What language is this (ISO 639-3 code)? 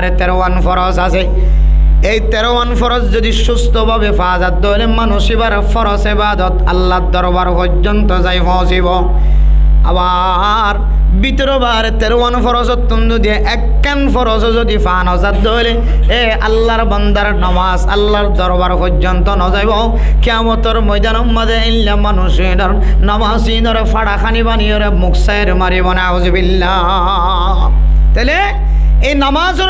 rhg